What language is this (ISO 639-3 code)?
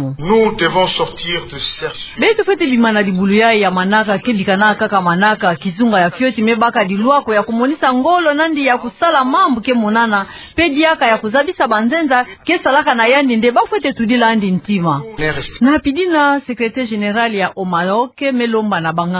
ktu